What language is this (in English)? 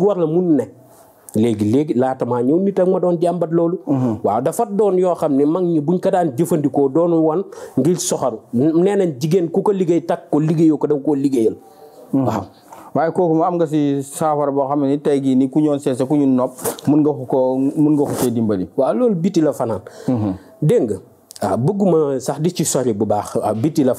Wolof